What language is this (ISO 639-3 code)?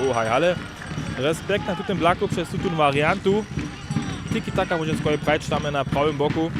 hsb